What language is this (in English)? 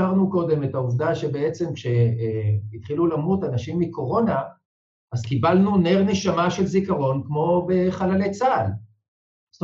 Hebrew